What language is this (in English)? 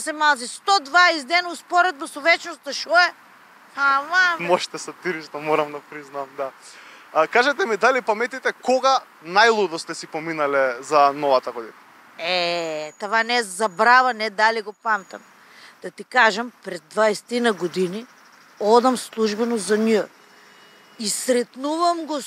Macedonian